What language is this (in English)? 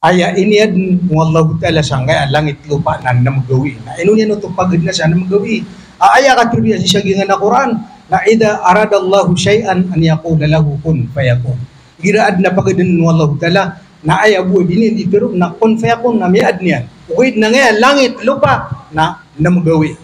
Maranao